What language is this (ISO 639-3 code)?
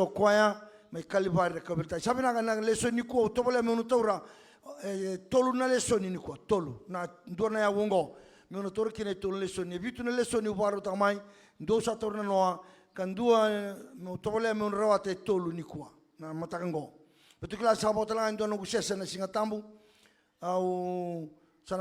fij